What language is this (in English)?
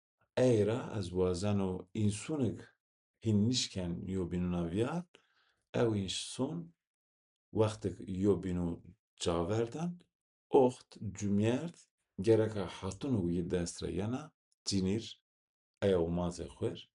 Zaza